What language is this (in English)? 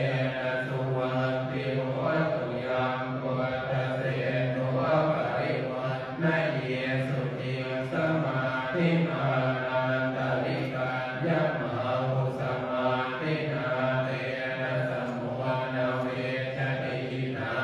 Pali